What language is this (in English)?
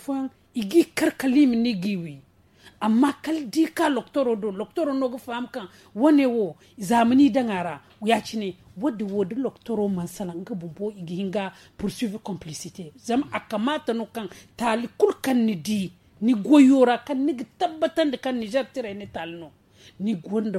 Zarma